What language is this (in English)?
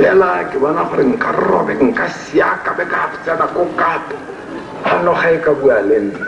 Tswana